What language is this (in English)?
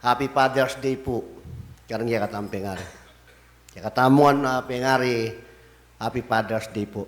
Pampanga